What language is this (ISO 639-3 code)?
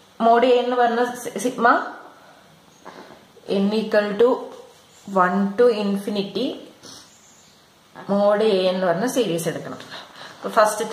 mal